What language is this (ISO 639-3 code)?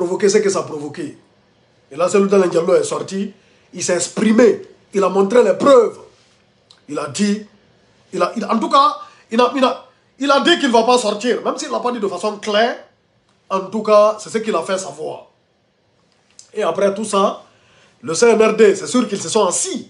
fra